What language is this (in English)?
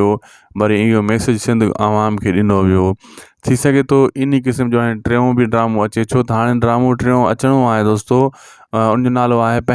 Sindhi